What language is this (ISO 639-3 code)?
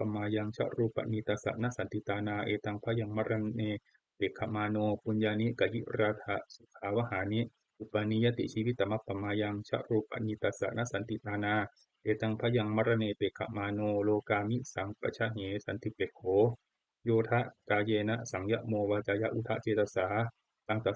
pli